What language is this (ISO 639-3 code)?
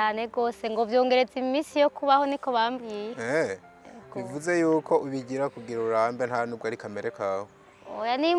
run